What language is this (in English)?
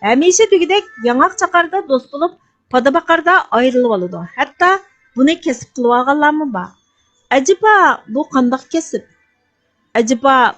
Uyghur